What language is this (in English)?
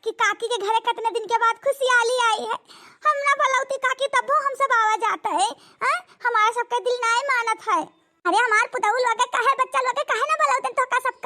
Awadhi